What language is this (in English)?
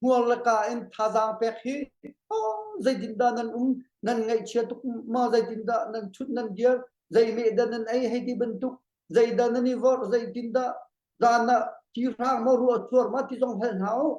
Hakha Chin